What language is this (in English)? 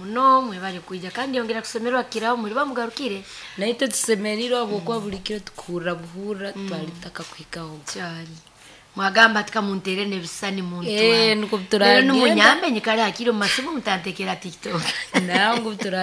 Nyoro